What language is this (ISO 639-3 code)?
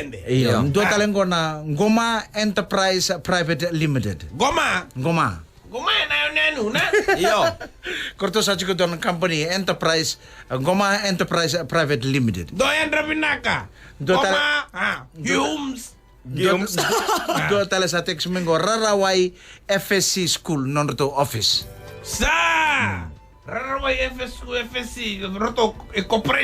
fij